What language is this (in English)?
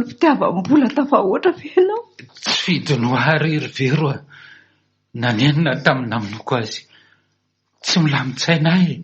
Malagasy